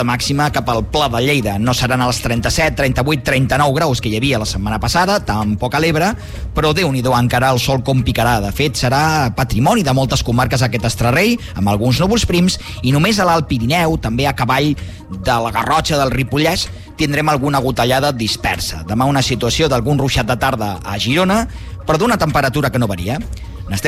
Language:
Catalan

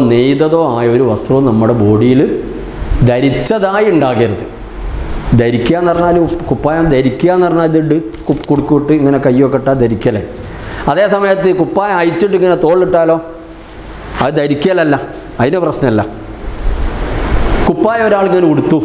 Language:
Malayalam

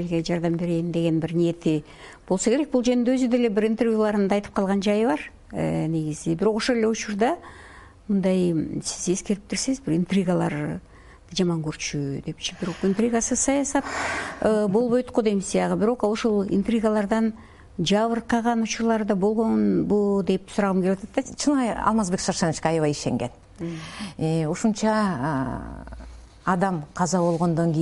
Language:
Kyrgyz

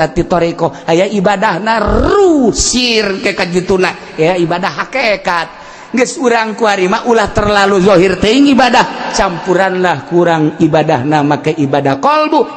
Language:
Sundanese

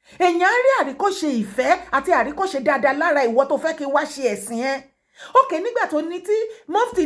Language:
Yoruba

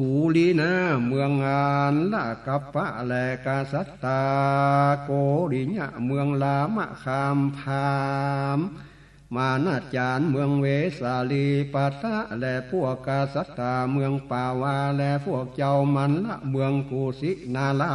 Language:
Northern Thai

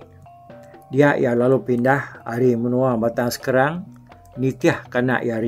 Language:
Iban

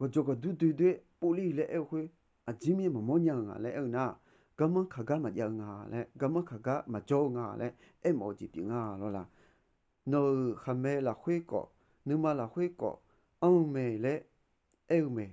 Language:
Akha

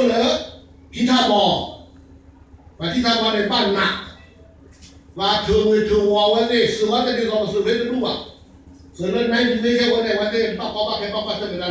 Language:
S'gaw Karen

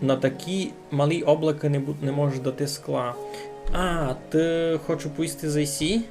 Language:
Rusyn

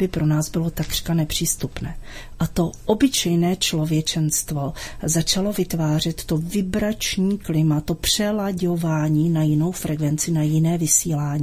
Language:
Czech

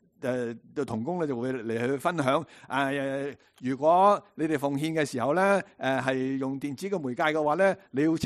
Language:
Cantonese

